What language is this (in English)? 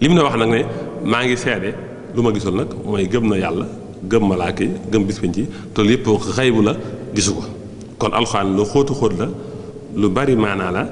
Wolof